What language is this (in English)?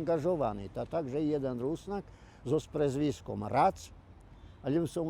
Rusyn